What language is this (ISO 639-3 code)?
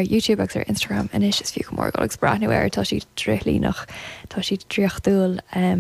gle